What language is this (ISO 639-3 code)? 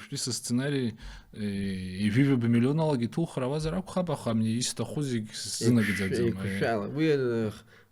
abk